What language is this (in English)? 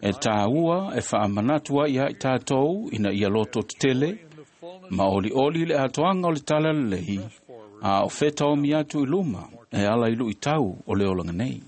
Samoan